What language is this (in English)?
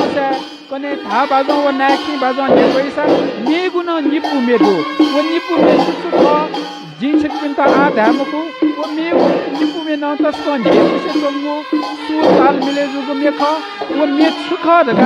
Newari